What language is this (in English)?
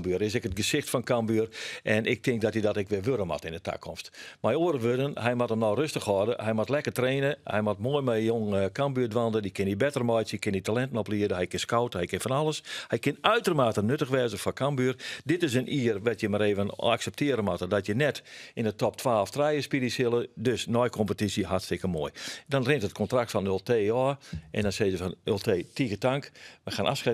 Western Frisian